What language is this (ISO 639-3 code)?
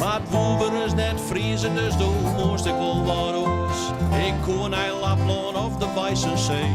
fry